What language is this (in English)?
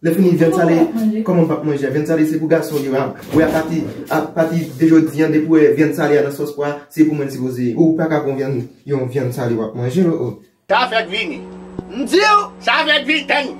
Haitian Creole